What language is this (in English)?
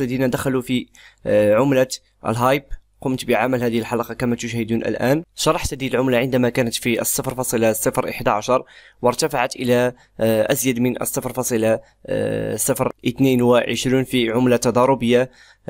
Arabic